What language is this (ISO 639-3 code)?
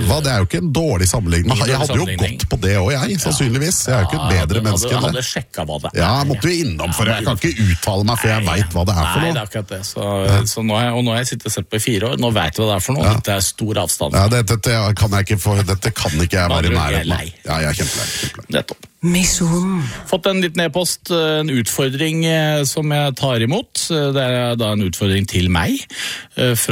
nor